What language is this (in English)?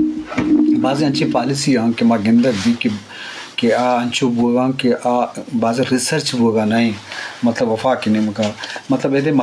Eastern Balochi